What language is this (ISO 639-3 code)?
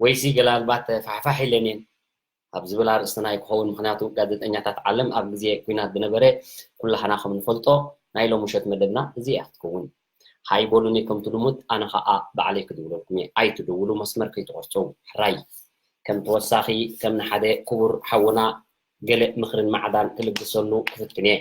tir